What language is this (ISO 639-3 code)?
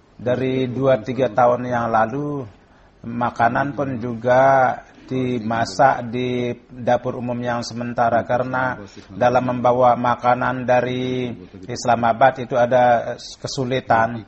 ind